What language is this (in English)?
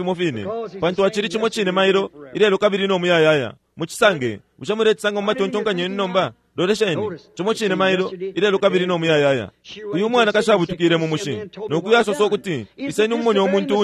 Bemba